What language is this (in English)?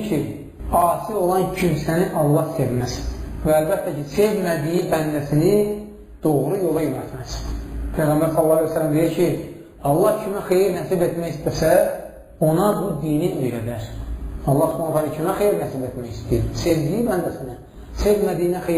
Azerbaijani